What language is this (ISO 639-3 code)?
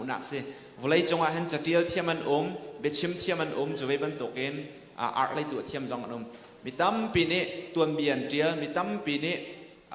cnh